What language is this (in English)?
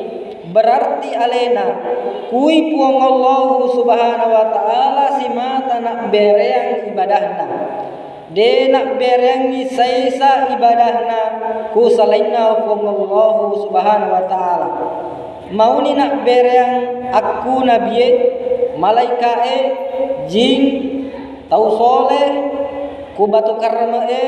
Buginese